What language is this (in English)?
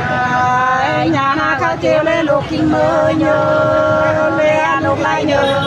Nung (Viet Nam)